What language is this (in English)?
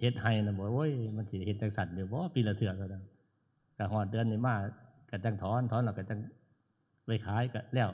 Northeastern Thai